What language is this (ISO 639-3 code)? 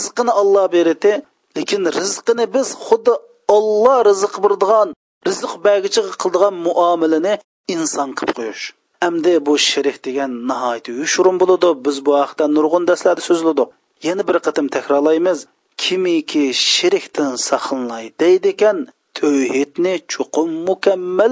uig